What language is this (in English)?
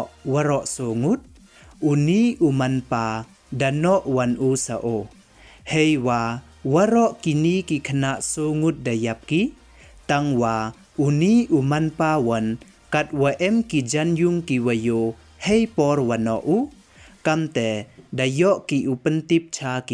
Pnar